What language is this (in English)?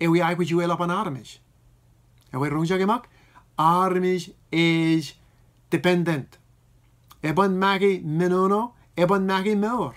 Marshallese